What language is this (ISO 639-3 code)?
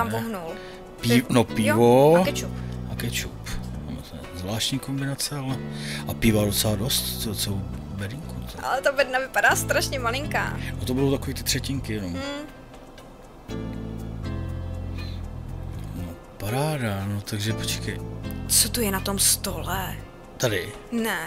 ces